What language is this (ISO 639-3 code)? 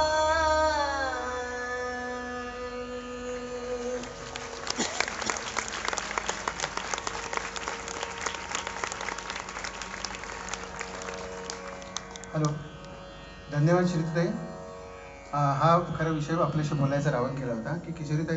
mar